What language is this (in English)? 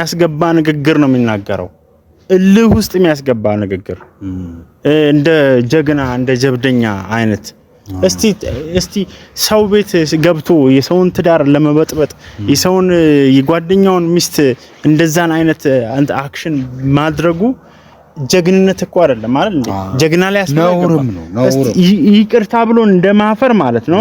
Amharic